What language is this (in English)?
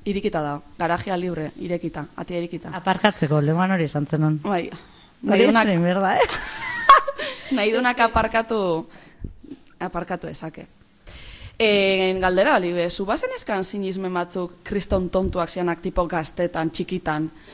Basque